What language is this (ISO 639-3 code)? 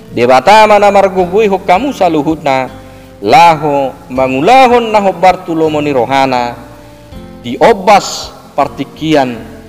bbc